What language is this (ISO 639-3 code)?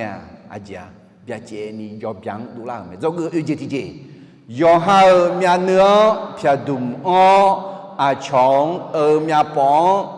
ahk